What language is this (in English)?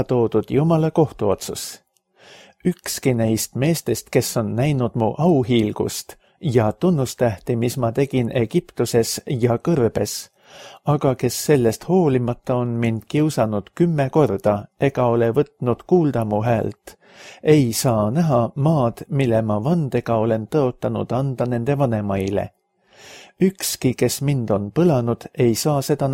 Estonian